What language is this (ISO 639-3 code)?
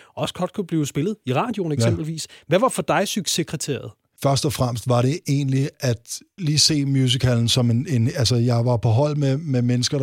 dan